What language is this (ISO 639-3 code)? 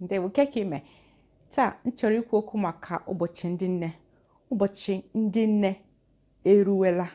ibo